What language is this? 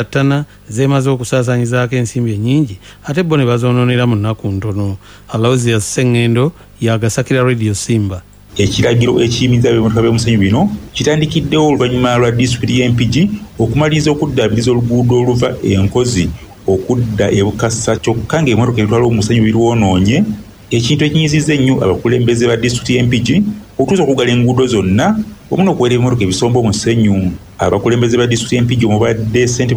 Ganda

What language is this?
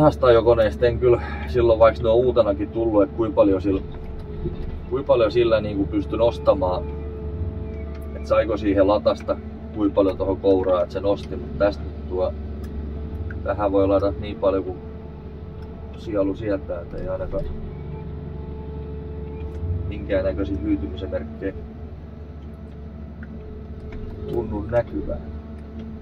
Finnish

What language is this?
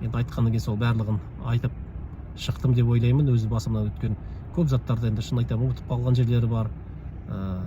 Kazakh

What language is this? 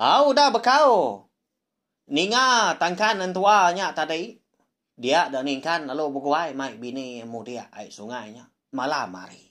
Iban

